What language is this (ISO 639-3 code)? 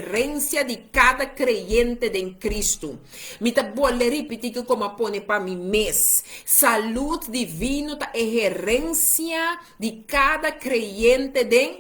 pap